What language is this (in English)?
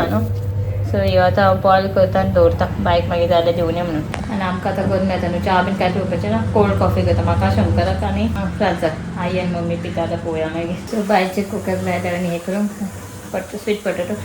Konkani